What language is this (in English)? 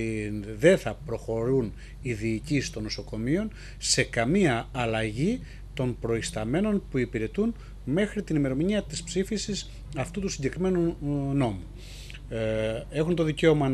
Greek